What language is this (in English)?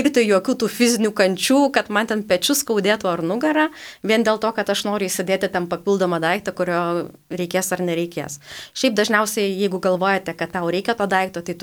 Lithuanian